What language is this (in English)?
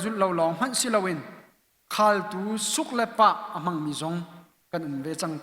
Hakha Chin